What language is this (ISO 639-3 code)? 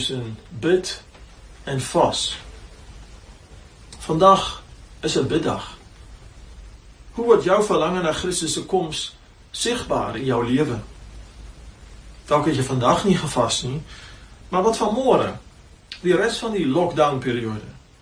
afr